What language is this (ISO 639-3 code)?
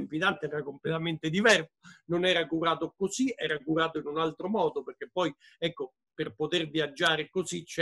ita